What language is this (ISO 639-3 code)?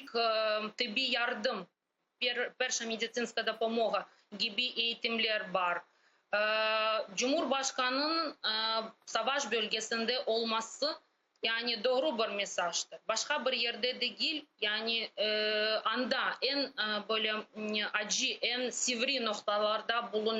crh